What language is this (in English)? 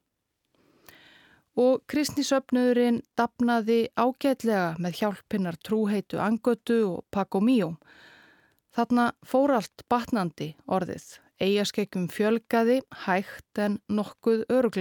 Icelandic